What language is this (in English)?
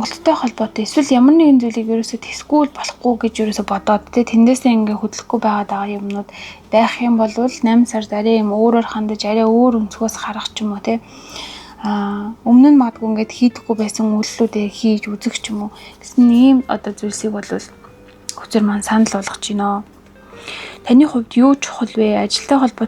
Mongolian